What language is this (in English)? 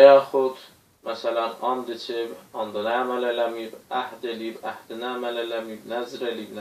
Azerbaijani